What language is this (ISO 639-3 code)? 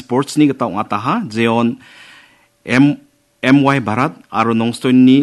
grt